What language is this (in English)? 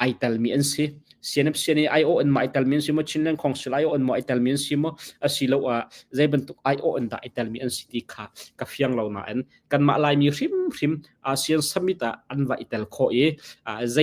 Hakha Chin